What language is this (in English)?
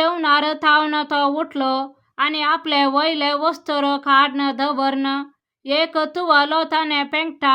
Konkani